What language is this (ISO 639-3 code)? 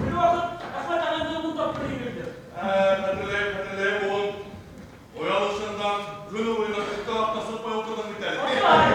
bak